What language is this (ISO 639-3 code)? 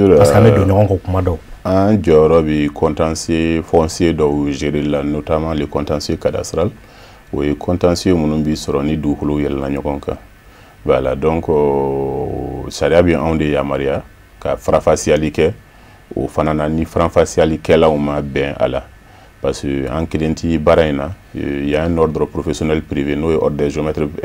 bam